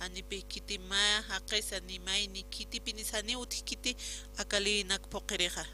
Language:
Aymara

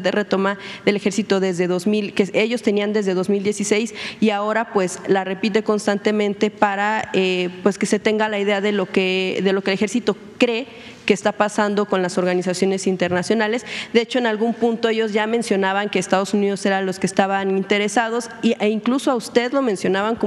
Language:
Spanish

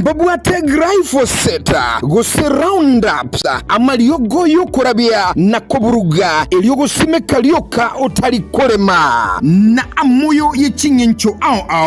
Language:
Gusii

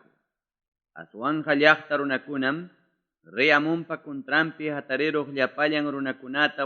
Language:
Ayacucho Quechua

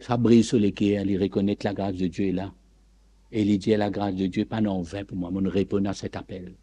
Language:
Morisyen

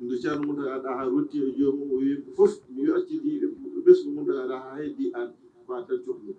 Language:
Fula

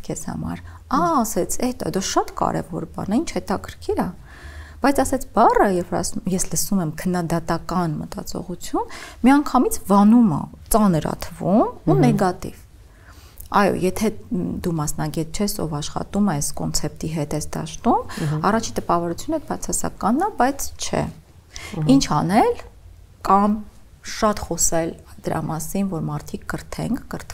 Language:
Armenian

